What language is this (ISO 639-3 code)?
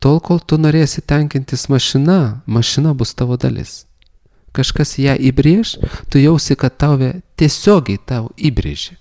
lit